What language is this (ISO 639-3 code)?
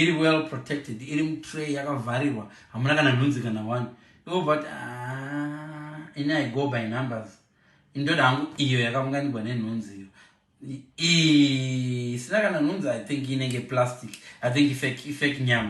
sna